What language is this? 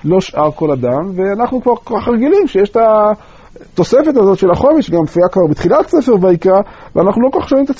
Hebrew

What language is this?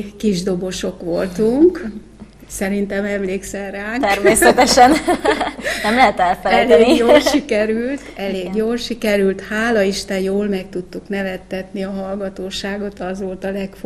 Hungarian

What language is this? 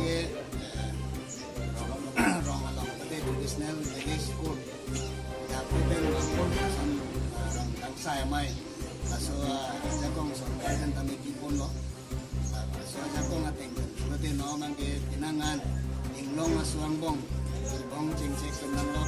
Karbi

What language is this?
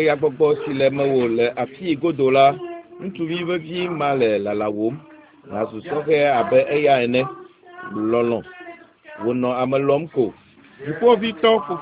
Ewe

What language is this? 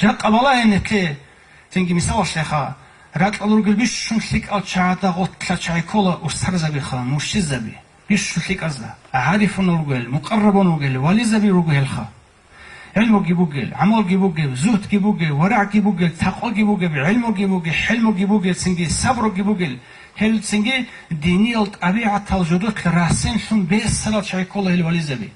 Avaric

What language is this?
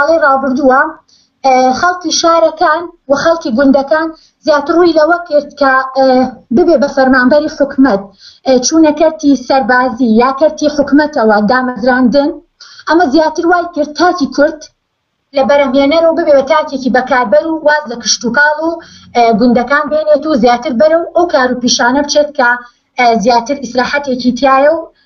Central Kurdish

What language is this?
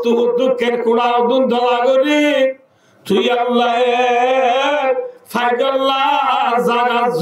Rohingya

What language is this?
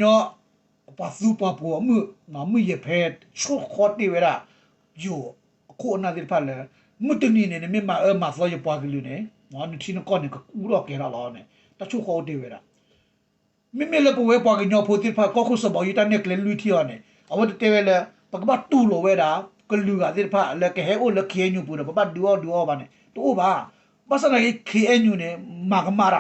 S'gaw Karen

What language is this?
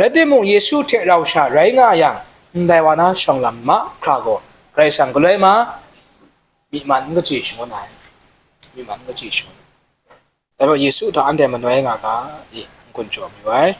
Kachin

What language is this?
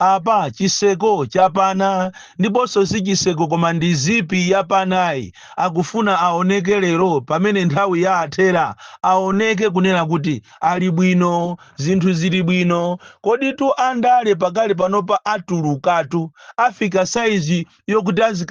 Nyanja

